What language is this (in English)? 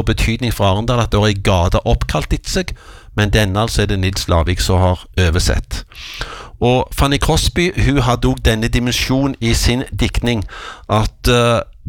Norwegian